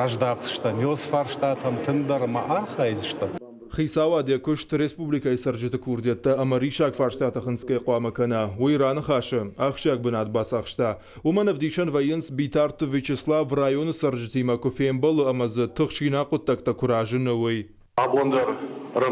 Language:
Ossetic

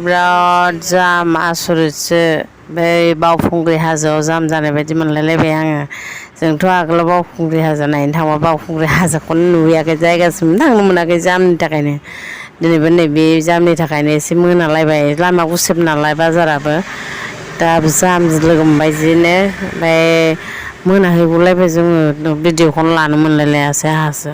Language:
Bodo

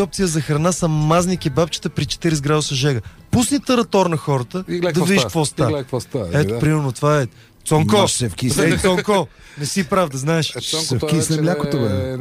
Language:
Bulgarian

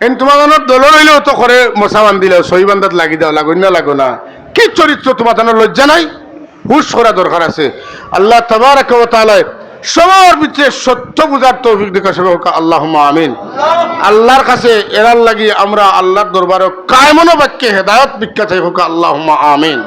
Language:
Sylheti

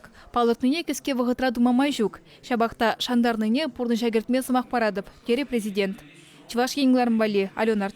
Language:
Chuvash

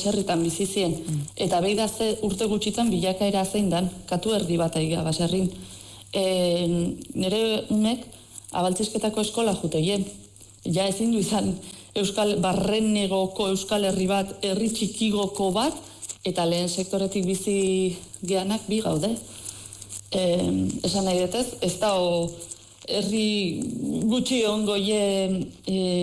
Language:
Basque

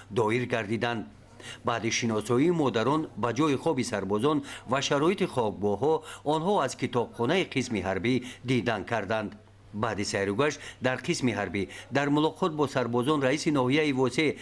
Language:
Tajik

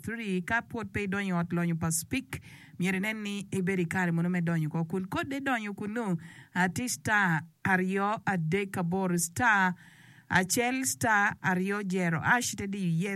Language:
Acoli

